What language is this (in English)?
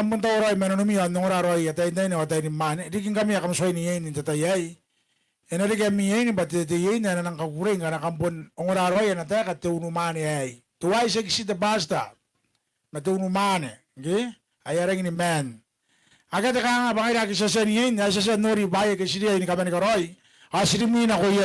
Gilbertese